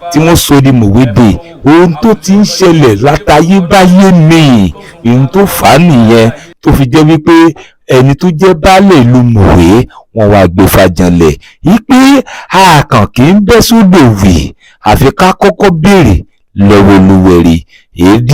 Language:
Yoruba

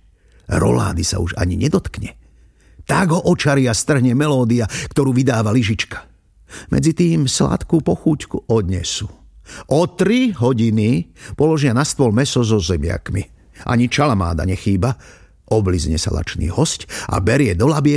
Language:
Slovak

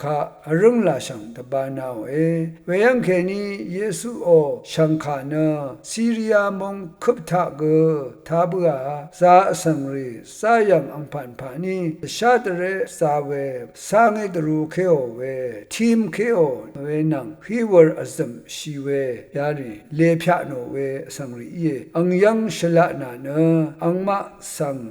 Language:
Rawang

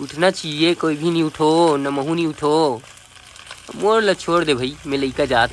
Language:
Chhattisgarhi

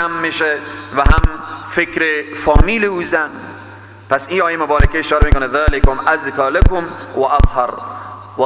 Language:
Persian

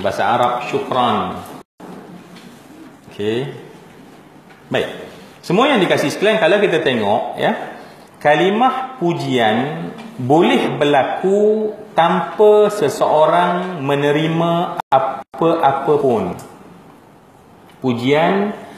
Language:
Malay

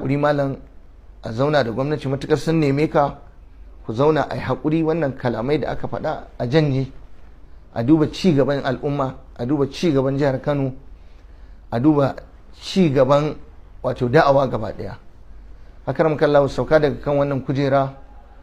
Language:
Hausa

